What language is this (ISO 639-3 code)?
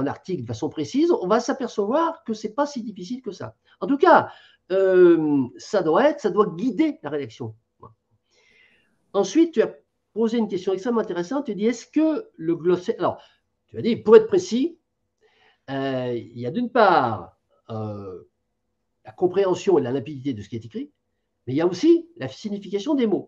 fra